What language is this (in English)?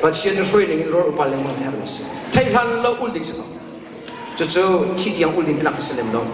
Hakha Chin